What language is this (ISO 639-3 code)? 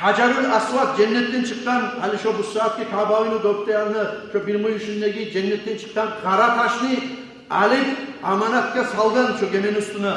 kum